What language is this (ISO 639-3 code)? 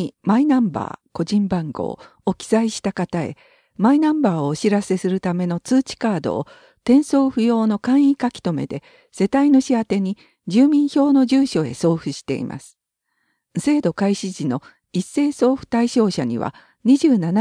jpn